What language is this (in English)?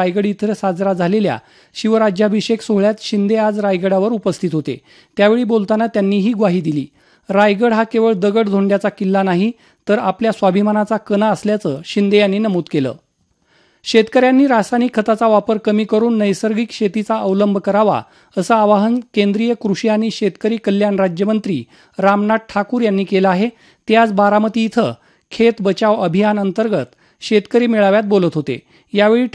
Marathi